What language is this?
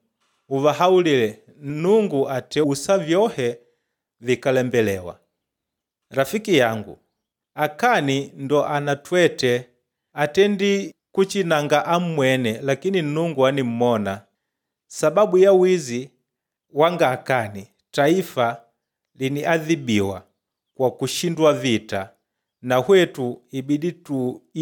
Makonde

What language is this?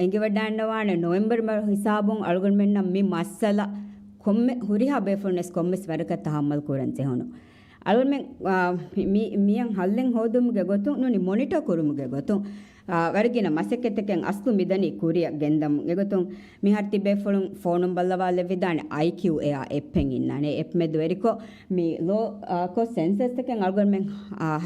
Divehi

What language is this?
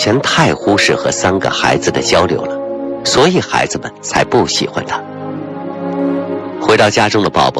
Chinese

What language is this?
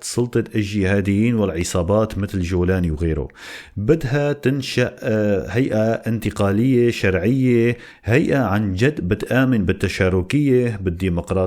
North Levantine Arabic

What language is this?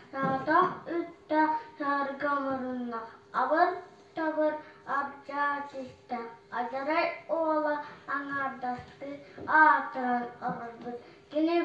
Yakut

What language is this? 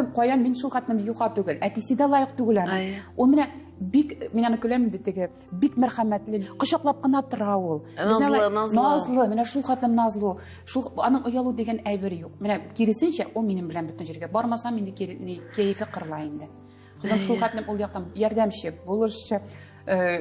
Tatar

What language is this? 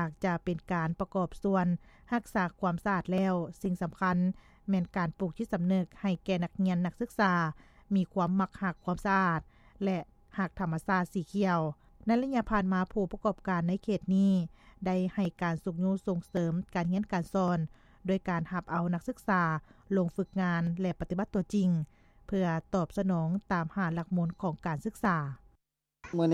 Lao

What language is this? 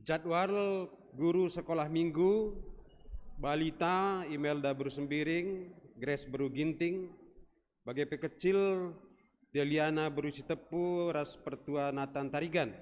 Batak Karo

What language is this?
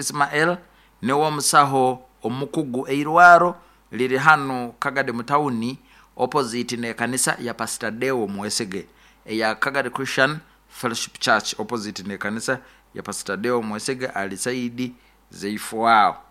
Nyoro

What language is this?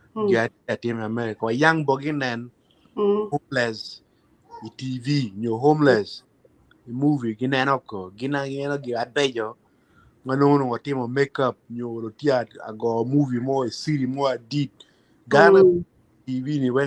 Acoli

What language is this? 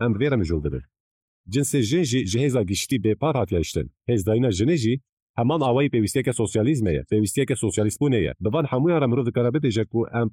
Kurdish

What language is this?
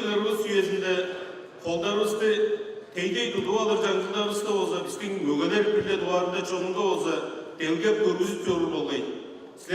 Tuvinian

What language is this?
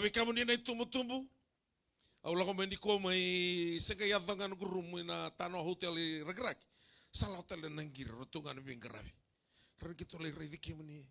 Fijian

